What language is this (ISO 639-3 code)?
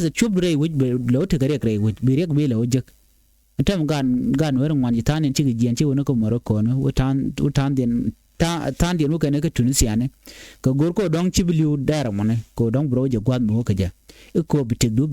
nus